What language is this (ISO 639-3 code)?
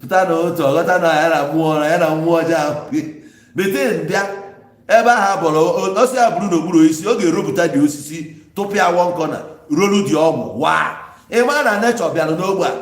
ibo